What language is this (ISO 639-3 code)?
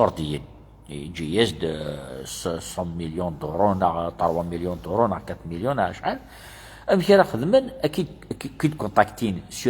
kab